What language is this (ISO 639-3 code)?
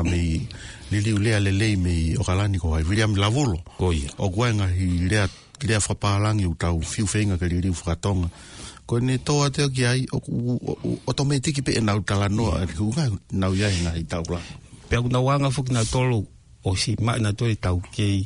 ton